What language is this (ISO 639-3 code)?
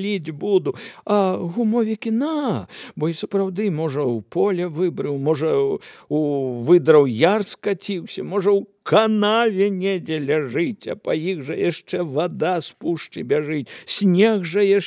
bel